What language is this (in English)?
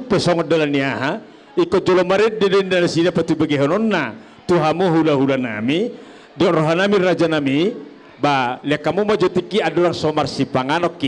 Batak Toba